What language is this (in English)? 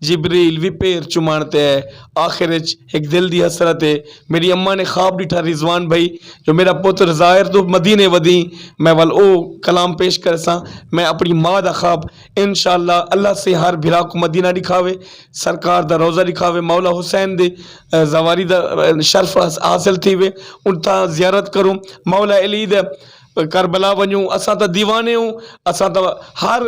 Saraiki